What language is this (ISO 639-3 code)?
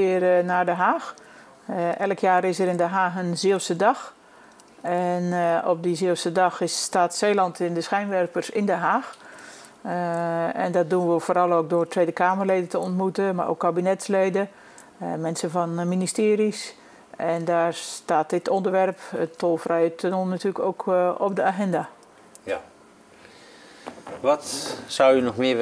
nld